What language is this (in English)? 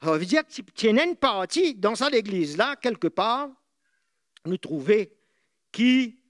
Morisyen